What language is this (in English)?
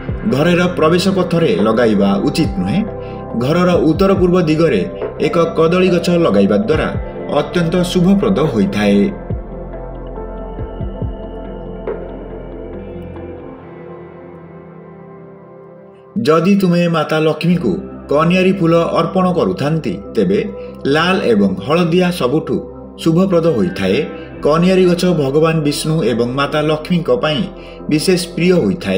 Odia